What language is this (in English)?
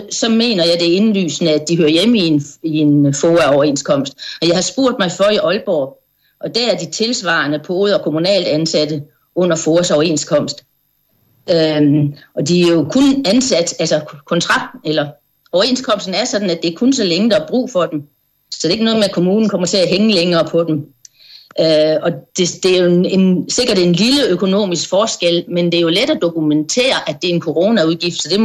Danish